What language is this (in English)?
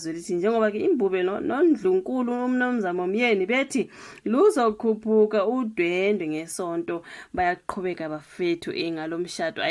Zulu